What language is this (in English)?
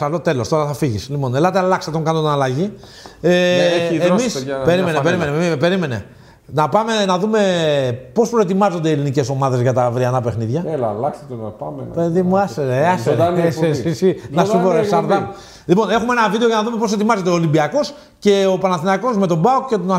Greek